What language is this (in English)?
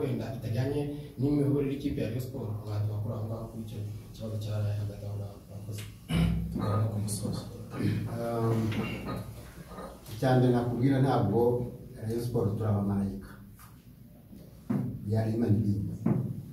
Kinyarwanda